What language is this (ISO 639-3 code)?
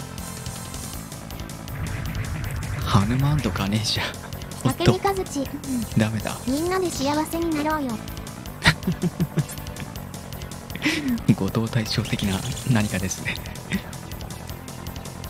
jpn